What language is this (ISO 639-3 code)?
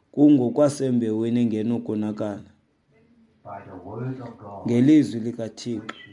xho